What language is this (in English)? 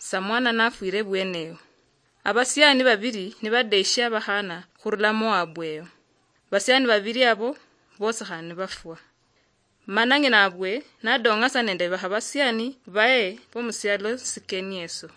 Luyia